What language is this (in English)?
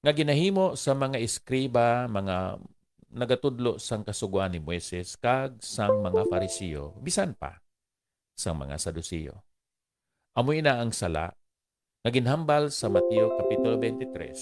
Hiligaynon